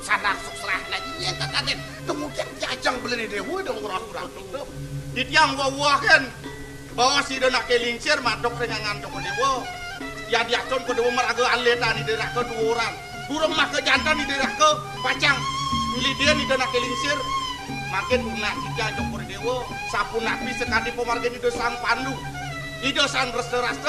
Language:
Balinese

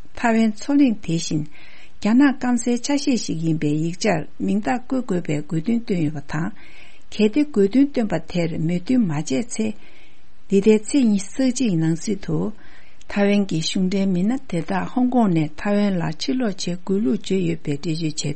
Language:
Tibetan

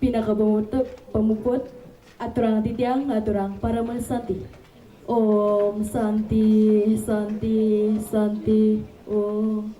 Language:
Balinese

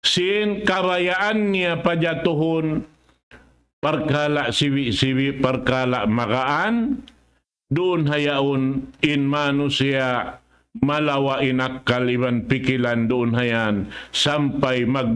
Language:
Tausug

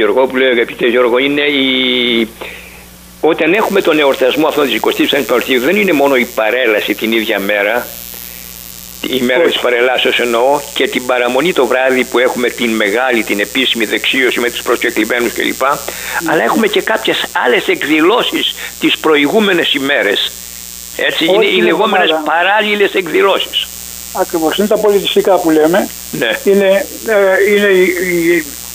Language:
Greek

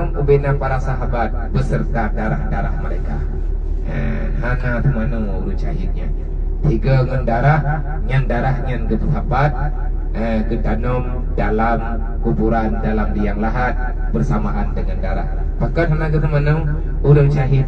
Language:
Achinese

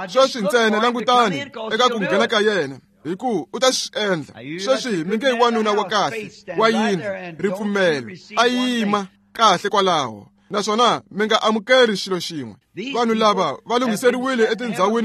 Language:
Tsonga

